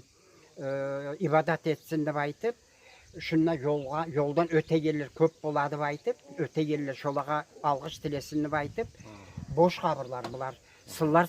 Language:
Kumyk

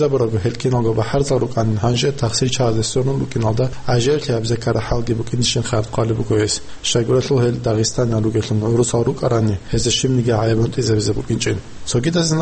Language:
Avaric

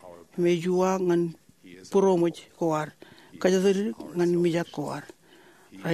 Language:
Marshallese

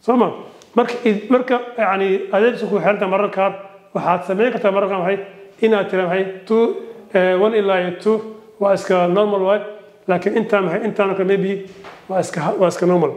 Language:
Somali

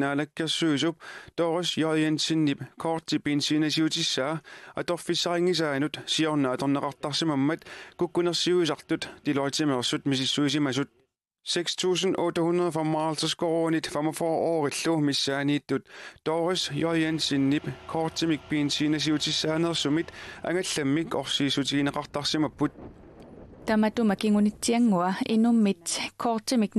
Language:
Kalaallisut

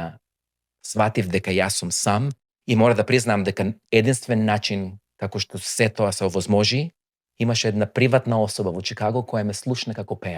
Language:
Macedonian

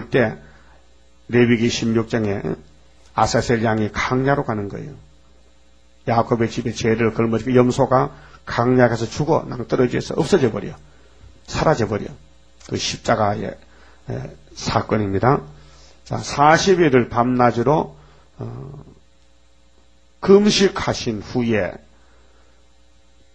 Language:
Korean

